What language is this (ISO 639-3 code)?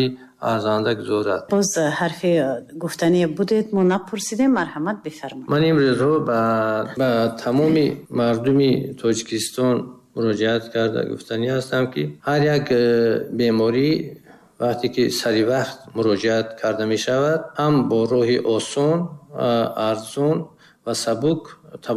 tgk